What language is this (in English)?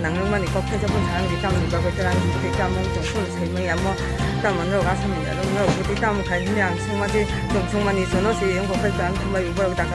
Kok Borok